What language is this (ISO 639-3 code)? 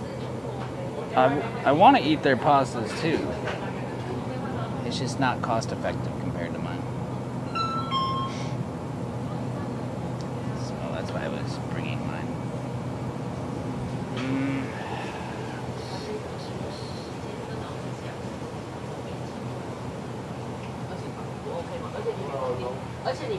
eng